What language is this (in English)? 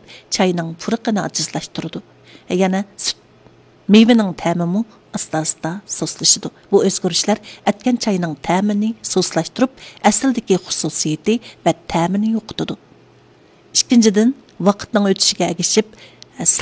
Uyghur